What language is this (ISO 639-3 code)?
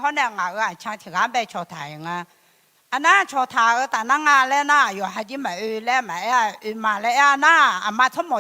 ahk